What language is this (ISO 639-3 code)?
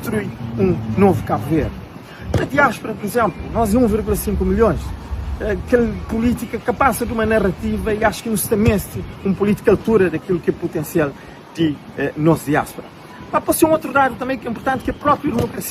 kea